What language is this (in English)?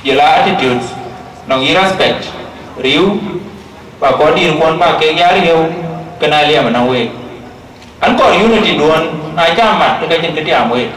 Dinka